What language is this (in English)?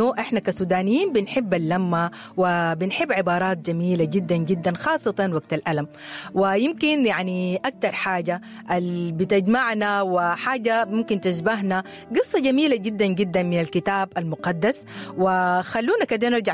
Sudanese Arabic